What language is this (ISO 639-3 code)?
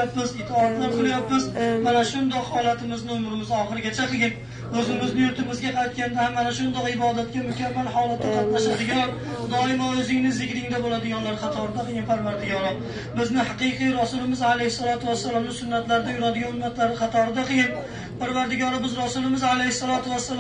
uzb